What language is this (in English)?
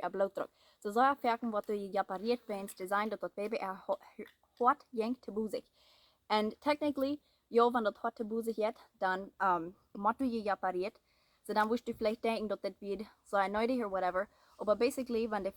Plautdietsch